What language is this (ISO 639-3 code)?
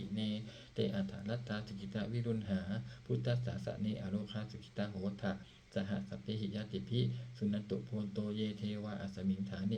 pli